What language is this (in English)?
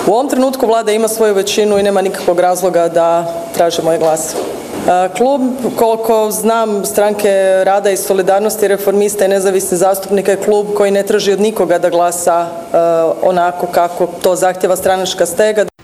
Croatian